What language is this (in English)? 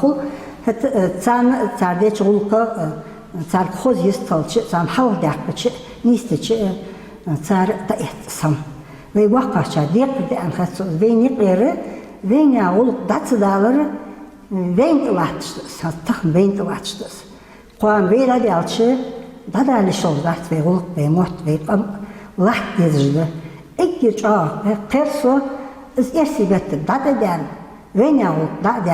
Ingush